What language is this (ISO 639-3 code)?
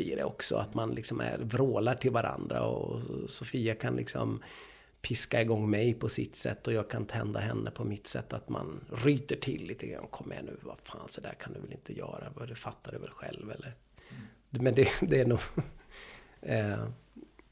swe